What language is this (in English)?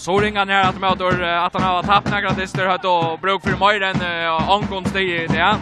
Faroese